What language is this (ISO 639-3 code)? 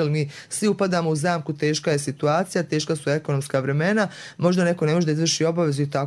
srp